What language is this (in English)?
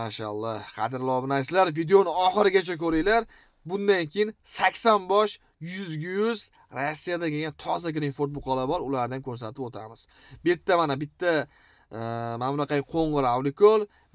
Uzbek